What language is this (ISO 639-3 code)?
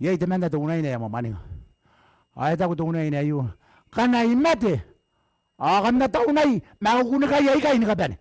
gil